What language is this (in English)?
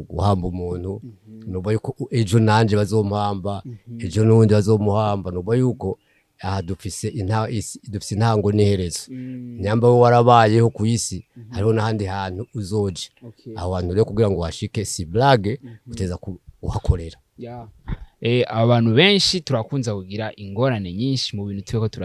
Rundi